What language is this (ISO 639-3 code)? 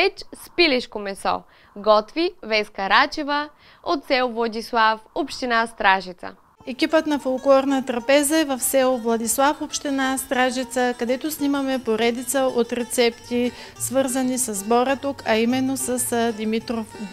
bul